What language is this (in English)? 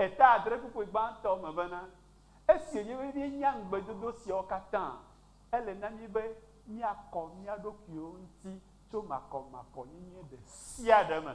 Ewe